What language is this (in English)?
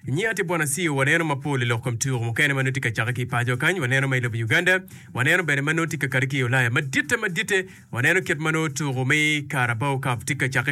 Acoli